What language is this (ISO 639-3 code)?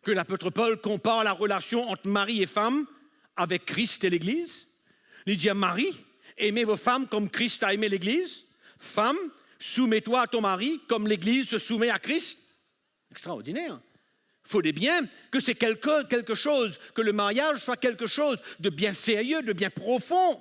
mfe